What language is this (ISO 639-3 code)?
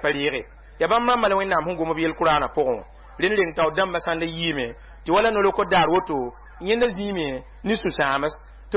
mos